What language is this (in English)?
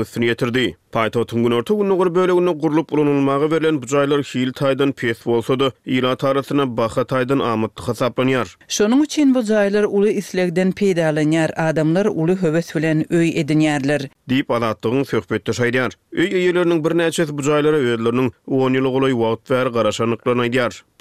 Turkmen